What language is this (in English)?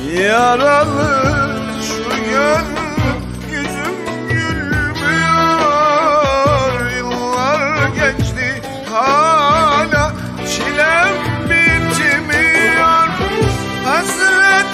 Turkish